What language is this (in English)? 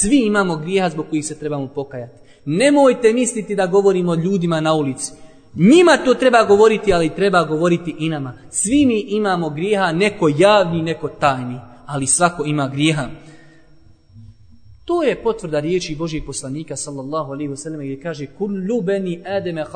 Bosnian